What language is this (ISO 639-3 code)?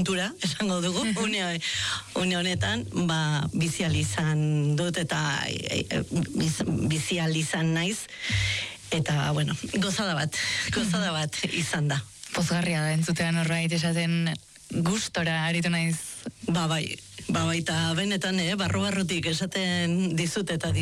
eus